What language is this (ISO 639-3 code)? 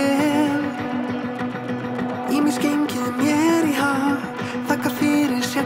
isl